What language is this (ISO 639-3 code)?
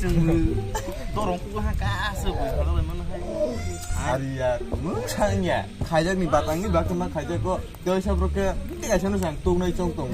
trp